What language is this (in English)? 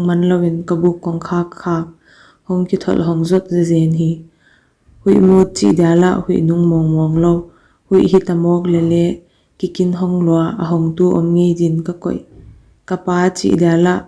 Paite Chin